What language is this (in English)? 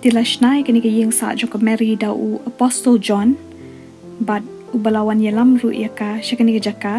Khasi